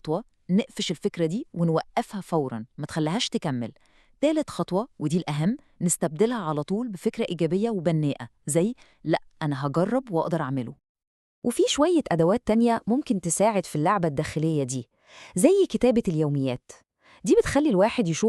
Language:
Egyptian Arabic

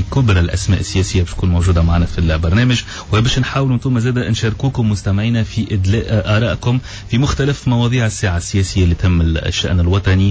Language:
Tunisian Arabic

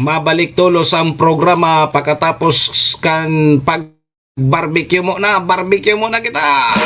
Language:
Bikol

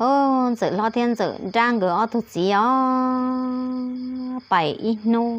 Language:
Hmong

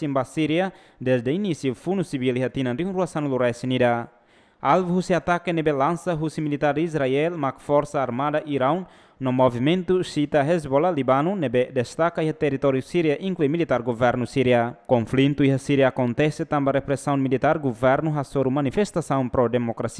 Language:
Tetum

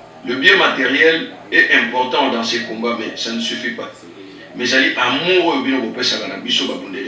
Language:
Lingala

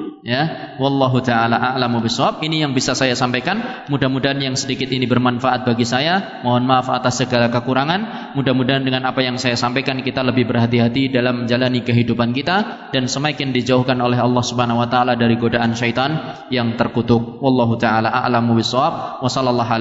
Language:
Indonesian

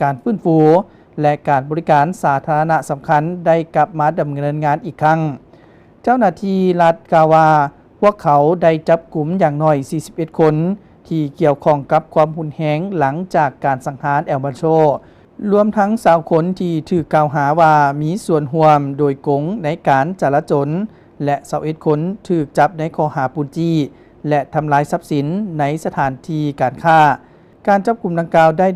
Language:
Lao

